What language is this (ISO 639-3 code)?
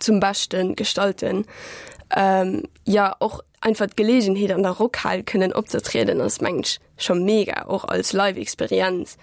ltz